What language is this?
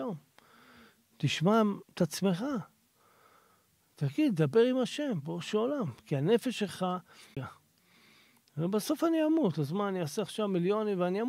Hebrew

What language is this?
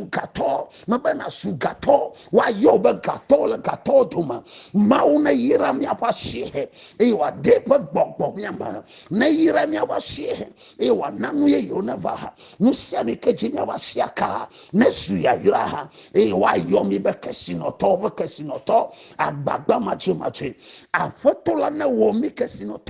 Ewe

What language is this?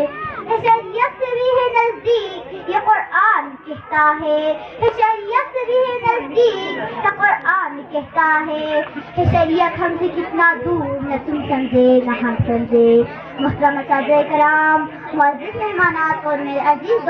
Urdu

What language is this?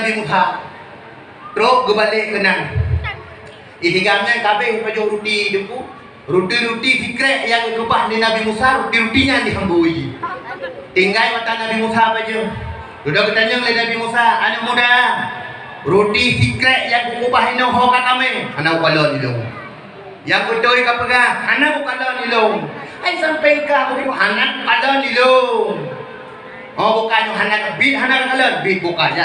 Achinese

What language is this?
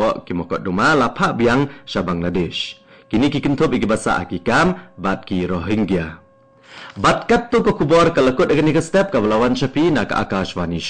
Khasi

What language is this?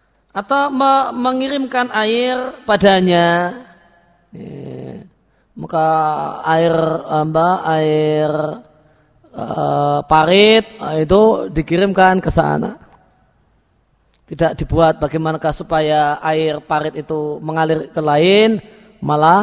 Indonesian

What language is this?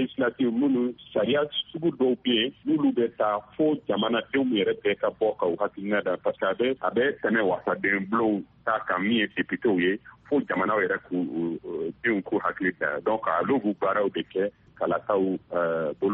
Bambara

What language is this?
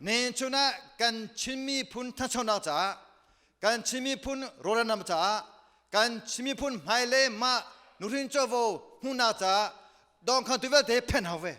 Hakha Chin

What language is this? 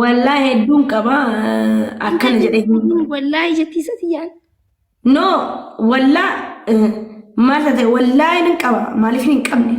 Oromo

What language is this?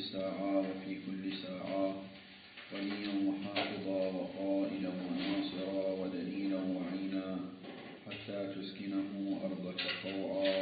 Arabic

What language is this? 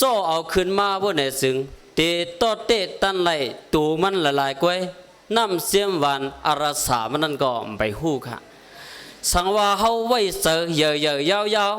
Shan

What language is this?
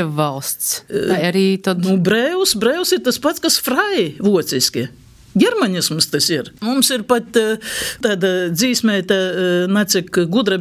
Latvian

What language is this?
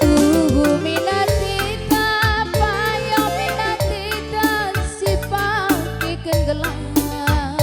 Batak Karo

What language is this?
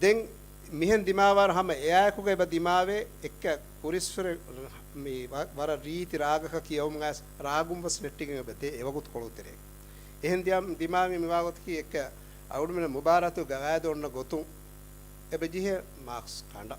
Divehi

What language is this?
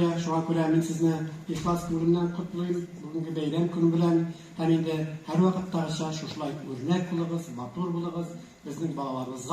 Tatar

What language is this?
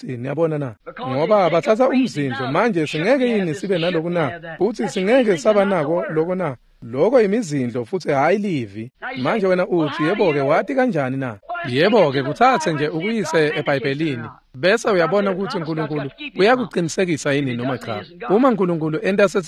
Swati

